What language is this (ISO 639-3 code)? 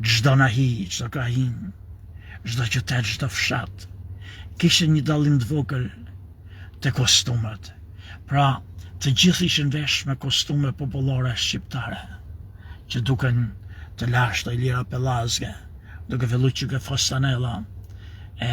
sqi